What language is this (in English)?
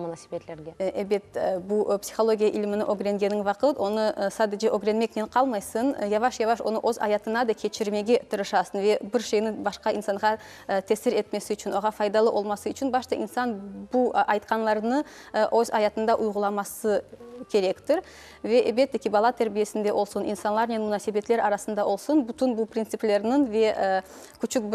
Crimean Tatar